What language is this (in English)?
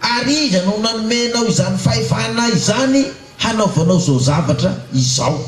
Malagasy